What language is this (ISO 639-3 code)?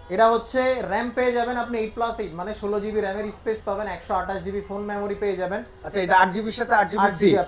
ben